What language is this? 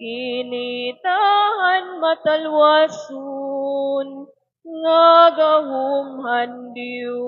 Waray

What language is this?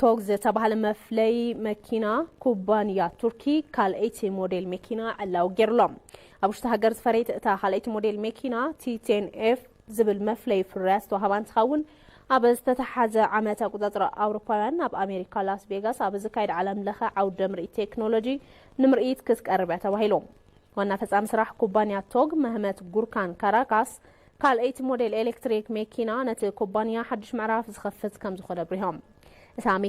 Tigrinya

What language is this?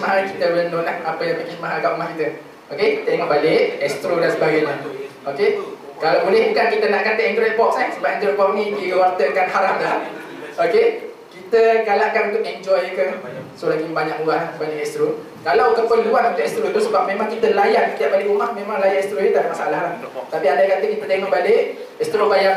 Malay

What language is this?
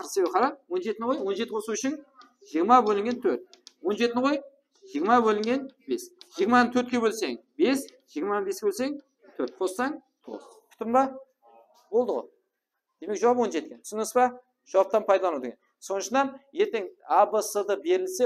Kara-Kalpak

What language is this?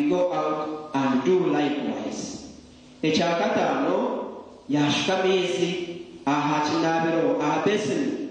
Nyankole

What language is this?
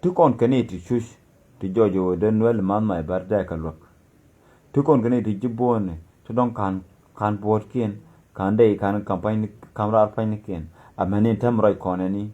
Nuer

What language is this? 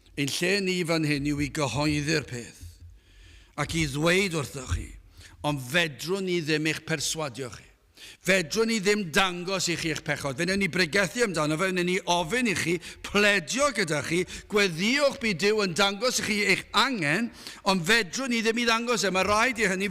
Welsh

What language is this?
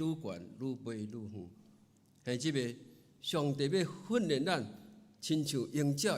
Min Nan Chinese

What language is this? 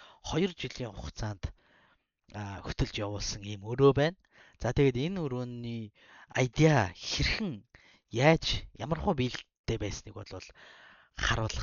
Mongolian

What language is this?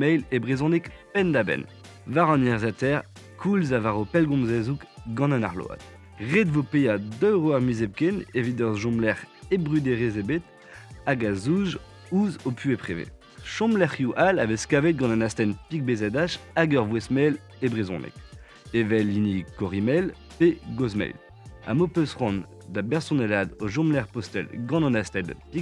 Breton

